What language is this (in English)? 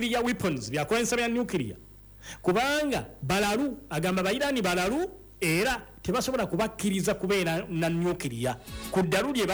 Ganda